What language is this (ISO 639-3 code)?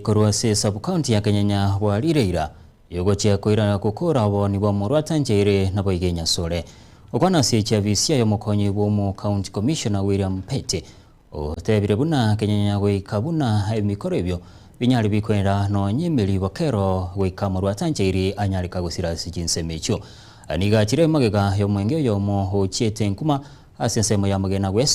guz